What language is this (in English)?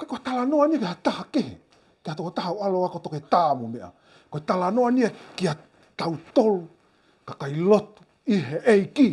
Tongan